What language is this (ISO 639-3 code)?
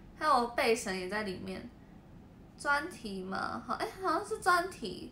zho